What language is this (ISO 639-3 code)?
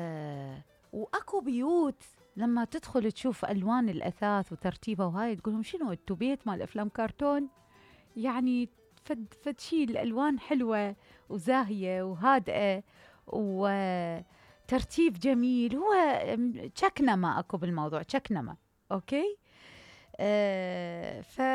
acm